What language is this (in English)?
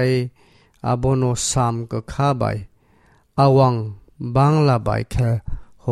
Kok Borok